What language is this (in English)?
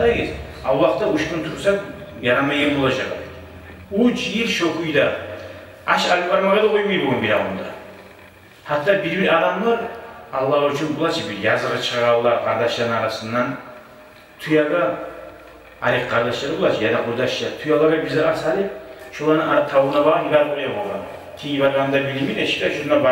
Kumyk